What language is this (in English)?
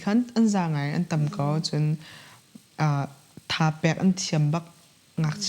Hakha Chin